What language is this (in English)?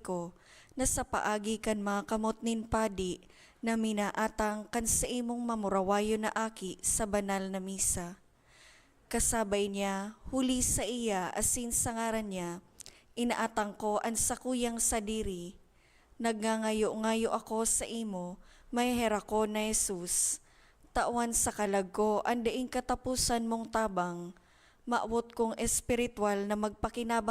Bikol